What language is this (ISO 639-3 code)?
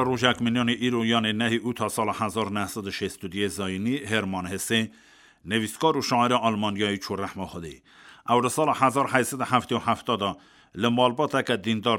kur